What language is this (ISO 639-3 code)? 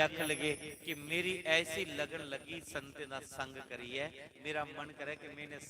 doi